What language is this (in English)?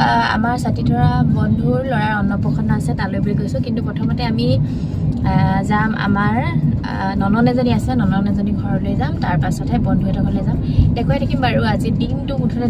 Assamese